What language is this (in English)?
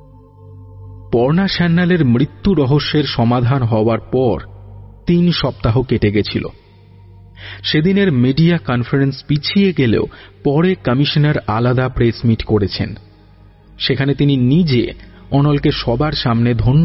Bangla